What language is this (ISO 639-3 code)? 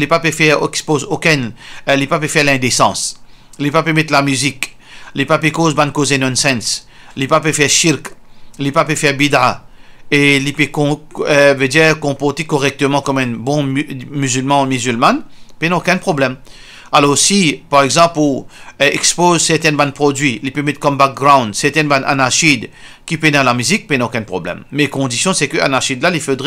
mfe